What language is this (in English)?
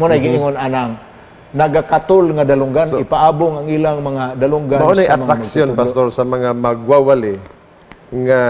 Cebuano